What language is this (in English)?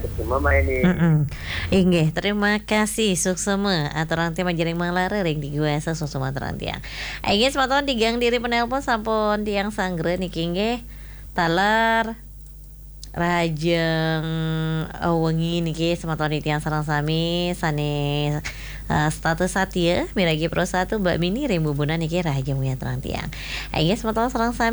Balinese